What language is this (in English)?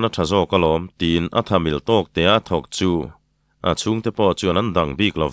Mizo